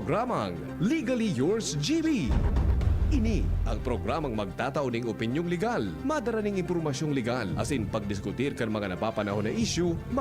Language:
Bikol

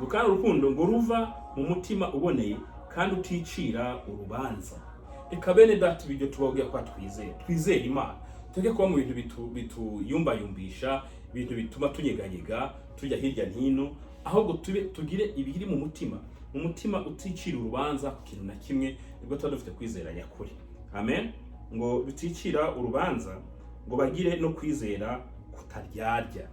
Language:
Kinyarwanda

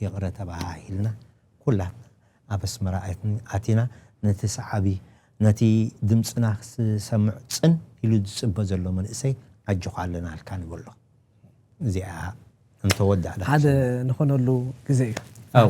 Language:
Tigrinya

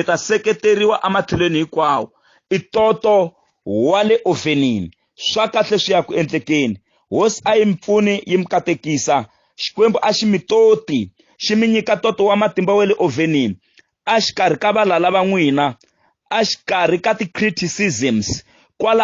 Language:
Tsonga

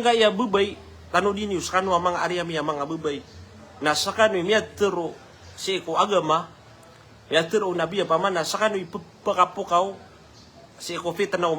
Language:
Maranao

